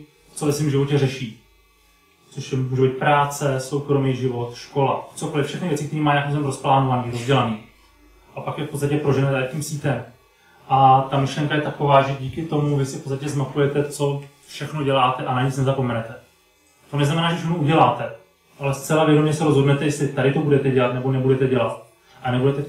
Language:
Czech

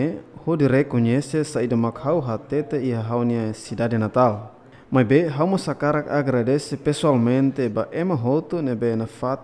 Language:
Tetum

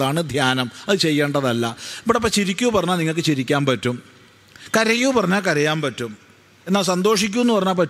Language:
Malayalam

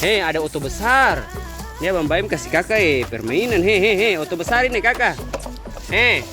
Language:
Ambonese Malay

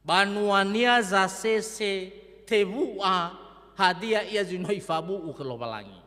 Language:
Nias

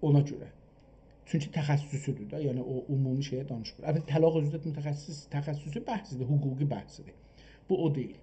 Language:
South Azerbaijani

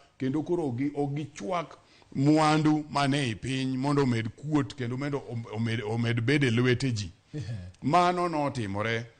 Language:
Luo (Kenya and Tanzania)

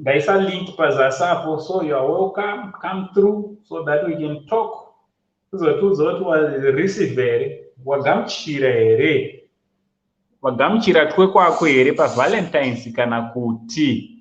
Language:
Shona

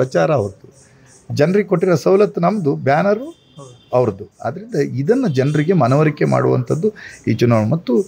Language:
Kannada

